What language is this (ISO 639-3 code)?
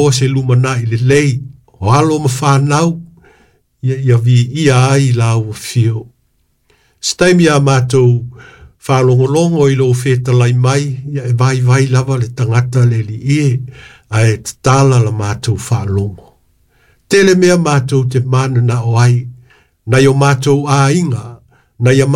smo